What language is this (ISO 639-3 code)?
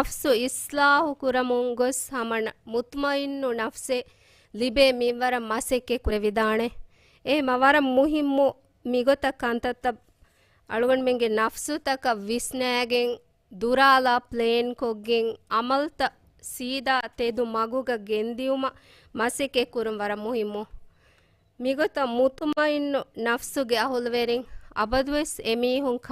div